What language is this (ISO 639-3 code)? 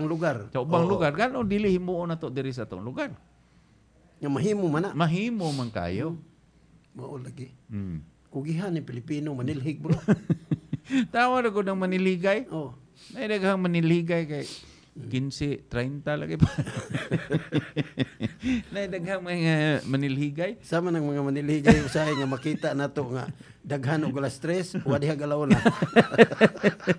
ceb